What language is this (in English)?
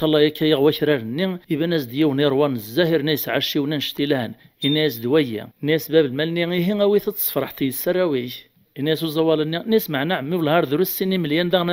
Kabyle